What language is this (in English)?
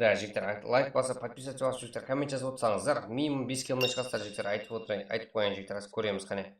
Kara-Kalpak